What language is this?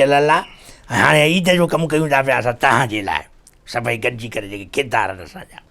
Sindhi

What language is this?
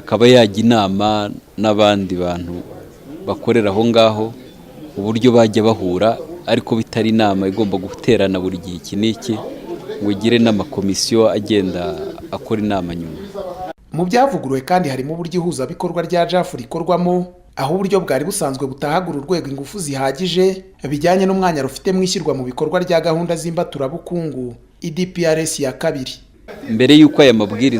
Kinyarwanda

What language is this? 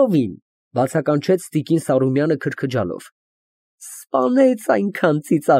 Armenian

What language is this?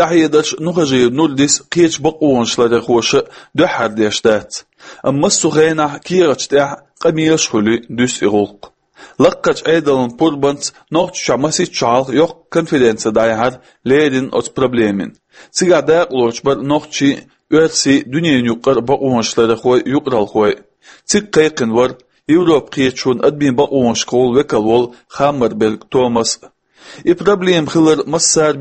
Chechen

